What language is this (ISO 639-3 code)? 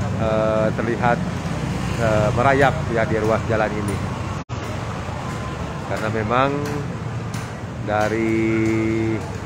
ind